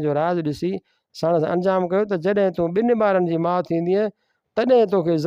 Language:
Sindhi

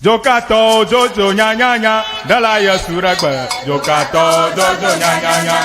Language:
Ewe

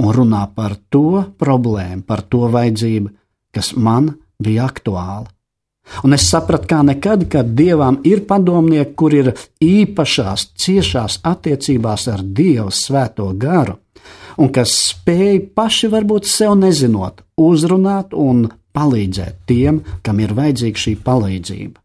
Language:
Latvian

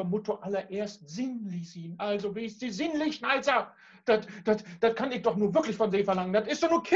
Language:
Low German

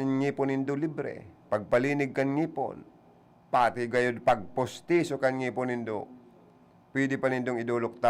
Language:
Bikol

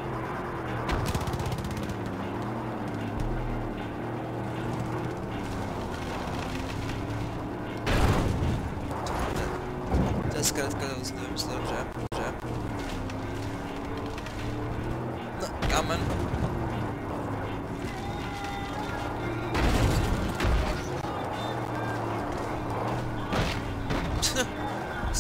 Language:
Czech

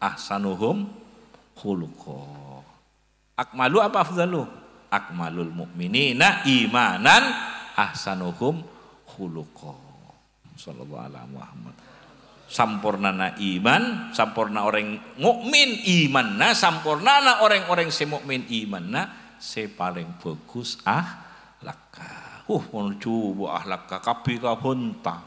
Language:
Madurese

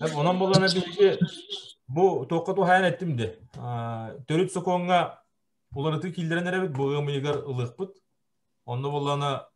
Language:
Yakut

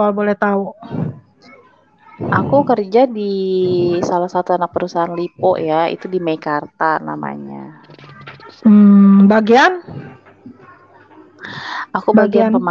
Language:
Indonesian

